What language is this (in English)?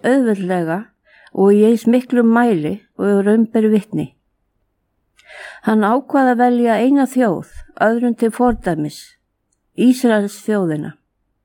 Icelandic